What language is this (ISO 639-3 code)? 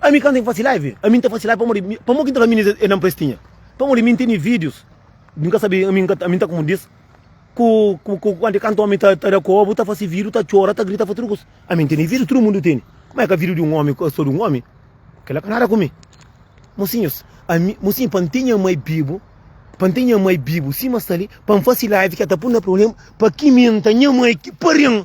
kea